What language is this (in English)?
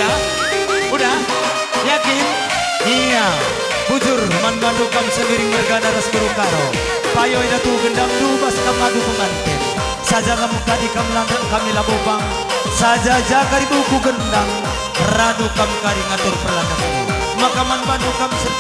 Batak Karo